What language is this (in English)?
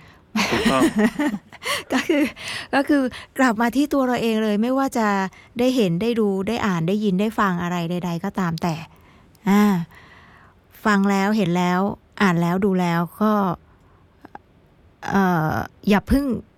Thai